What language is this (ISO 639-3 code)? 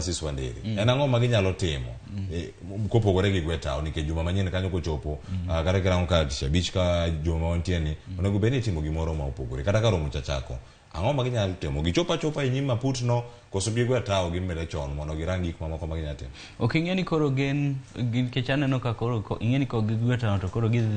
luo